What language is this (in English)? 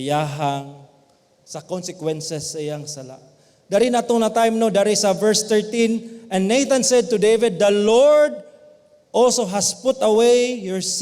Cebuano